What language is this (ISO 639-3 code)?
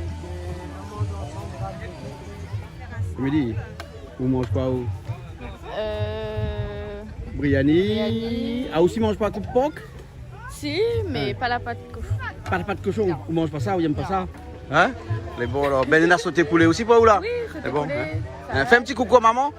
rcf